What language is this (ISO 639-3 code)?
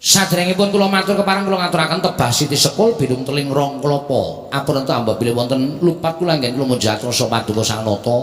jav